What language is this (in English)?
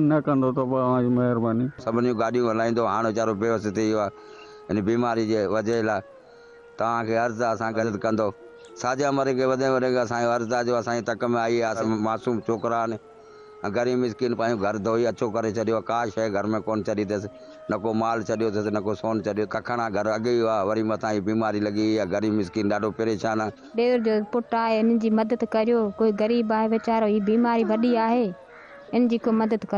Sindhi